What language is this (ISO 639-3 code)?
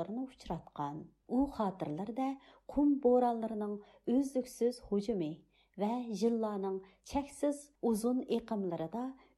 uig